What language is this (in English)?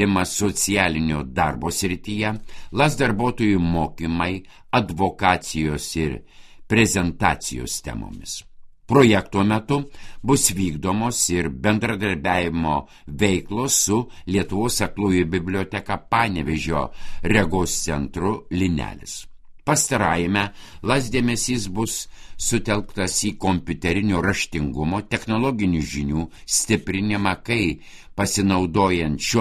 Lithuanian